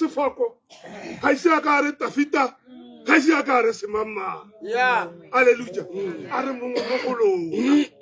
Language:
Tswana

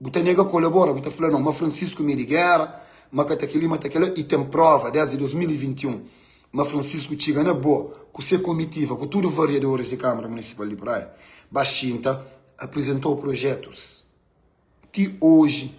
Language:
Kabuverdianu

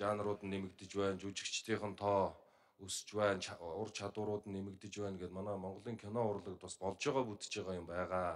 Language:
Mongolian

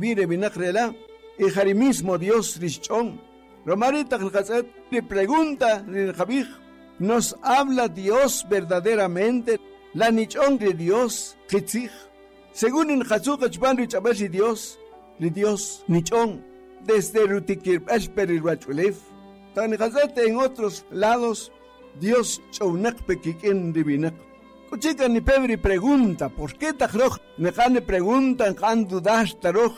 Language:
Kaqchikel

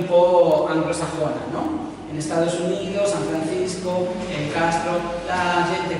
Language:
Italian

